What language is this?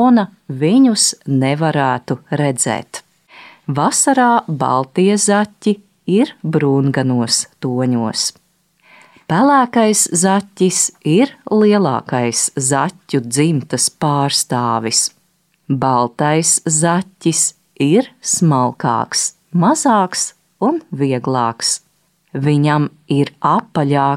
Latvian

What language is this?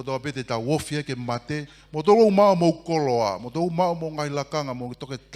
Tongan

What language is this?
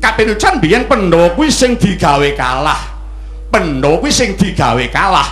Javanese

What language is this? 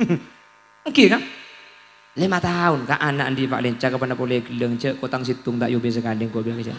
Madurese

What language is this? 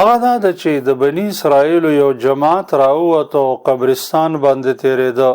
Pashto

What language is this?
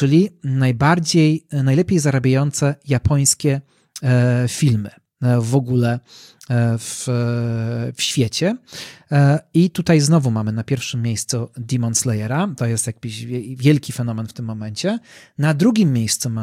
Polish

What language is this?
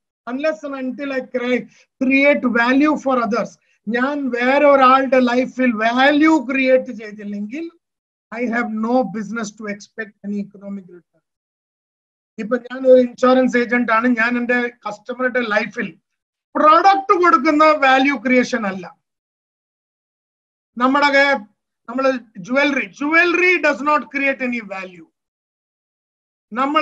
Malayalam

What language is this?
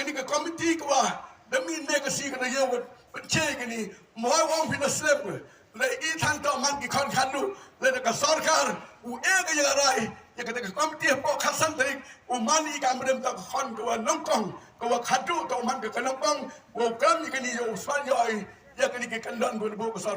Khasi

